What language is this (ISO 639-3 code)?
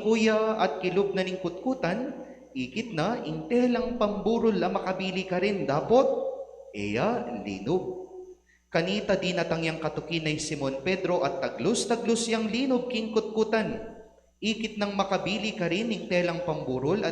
pam